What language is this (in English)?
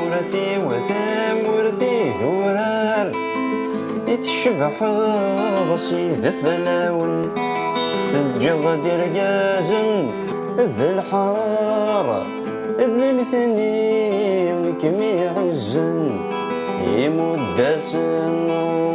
Kabyle